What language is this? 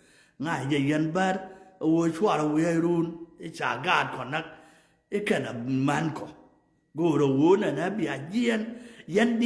Nuer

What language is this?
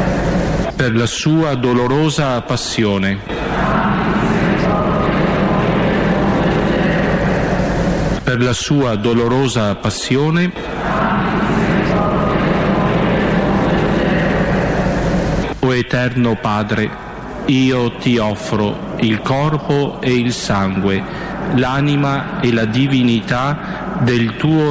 Italian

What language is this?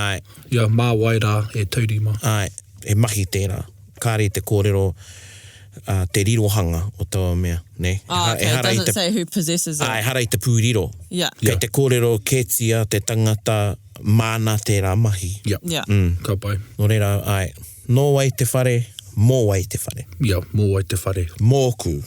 Māori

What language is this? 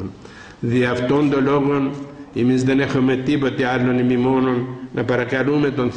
Greek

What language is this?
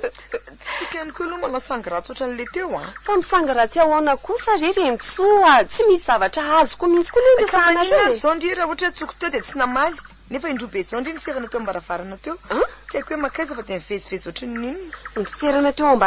Malagasy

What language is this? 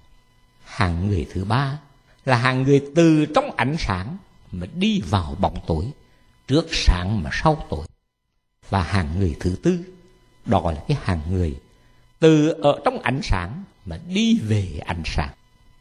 Vietnamese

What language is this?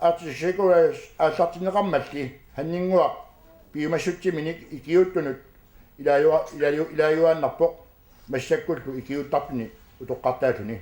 Kalaallisut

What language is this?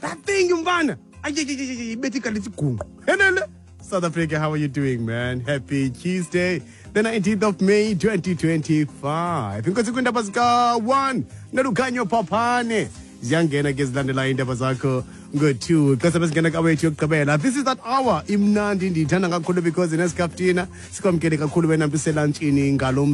Xhosa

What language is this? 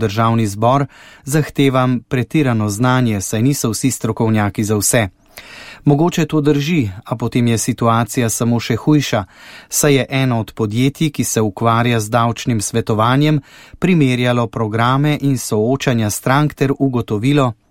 Slovenian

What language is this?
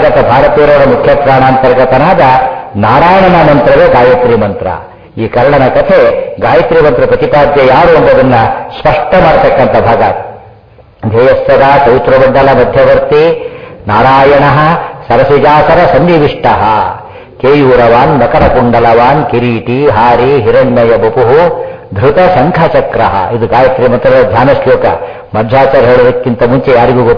Kannada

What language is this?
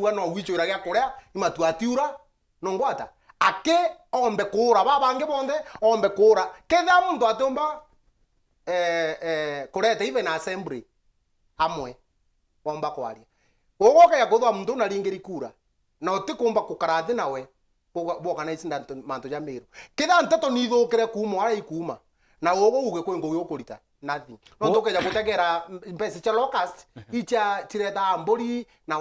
Meru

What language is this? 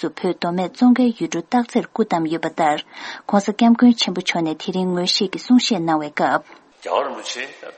Tibetan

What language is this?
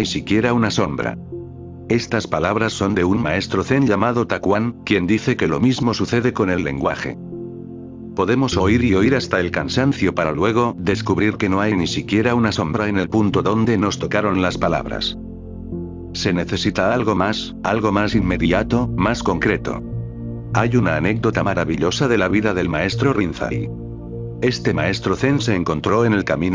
Spanish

